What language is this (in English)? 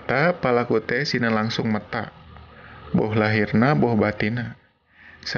Sundanese